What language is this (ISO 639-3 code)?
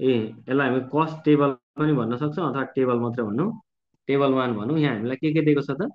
nep